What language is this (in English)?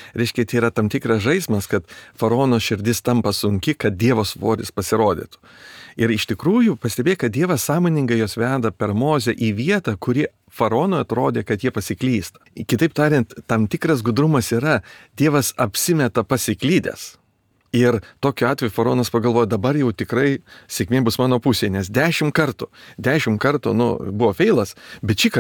Lithuanian